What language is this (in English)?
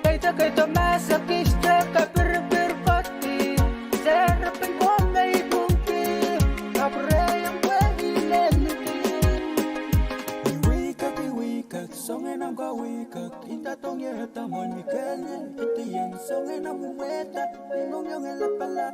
Pohnpeian